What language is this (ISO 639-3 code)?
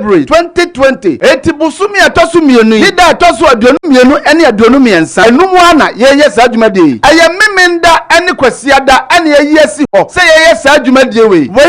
aka